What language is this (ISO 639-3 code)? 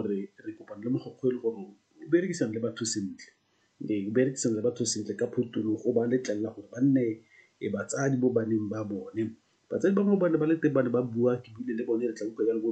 tsn